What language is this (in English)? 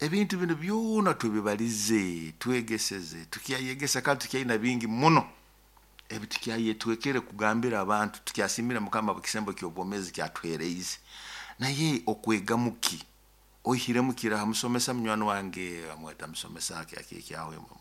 Nyoro